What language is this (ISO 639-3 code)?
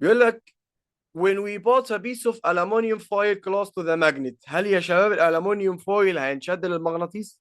arz